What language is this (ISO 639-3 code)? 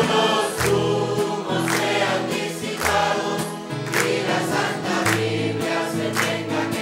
spa